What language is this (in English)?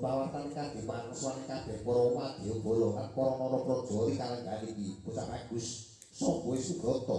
Javanese